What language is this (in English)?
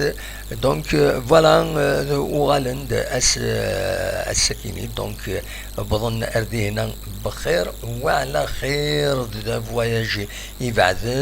Kabyle